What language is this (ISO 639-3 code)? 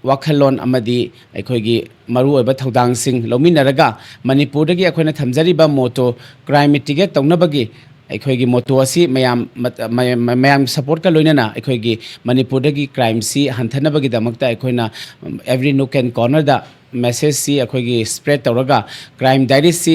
mni